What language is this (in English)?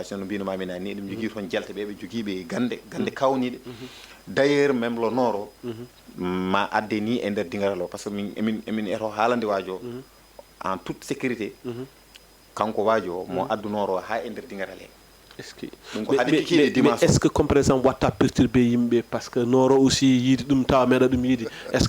Fula